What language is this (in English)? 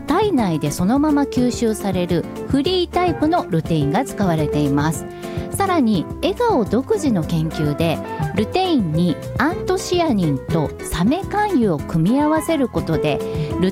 Japanese